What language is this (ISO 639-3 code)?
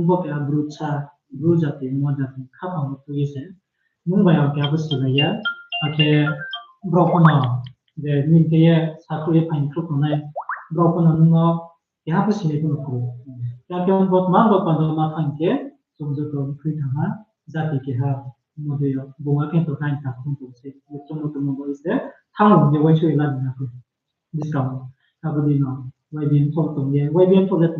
ria